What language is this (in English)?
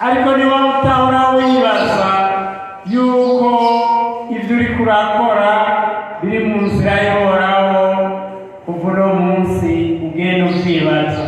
Rundi